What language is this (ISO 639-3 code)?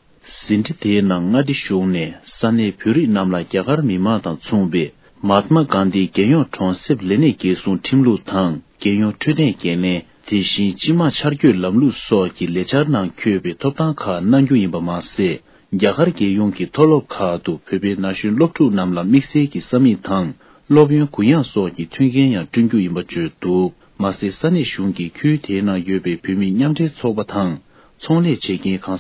bod